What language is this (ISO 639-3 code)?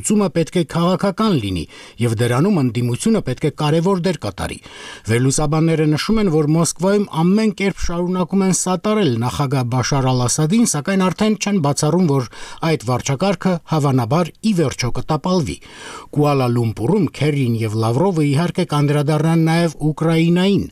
hye